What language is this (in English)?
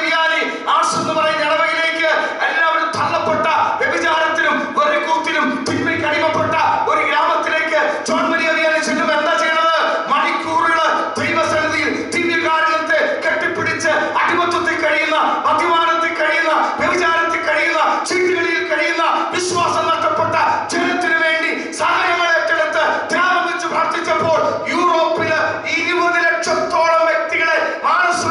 Malayalam